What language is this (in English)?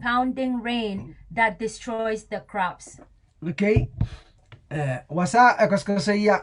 Pohnpeian